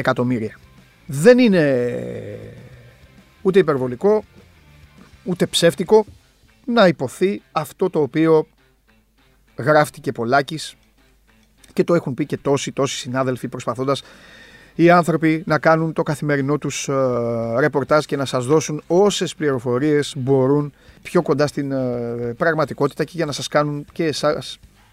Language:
Greek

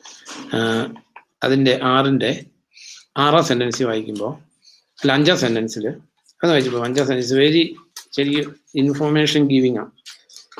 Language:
Malayalam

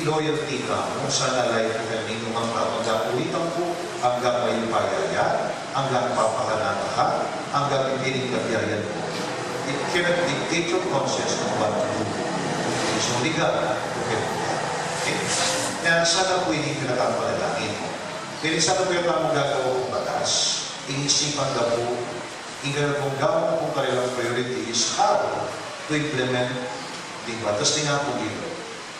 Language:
Pampanga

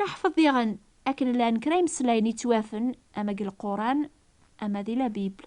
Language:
Kabyle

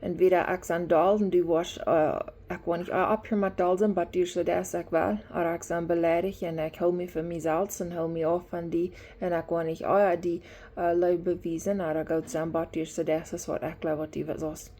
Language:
Plautdietsch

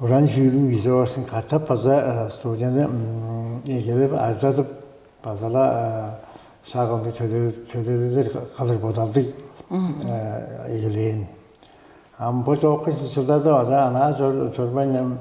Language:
Tuvinian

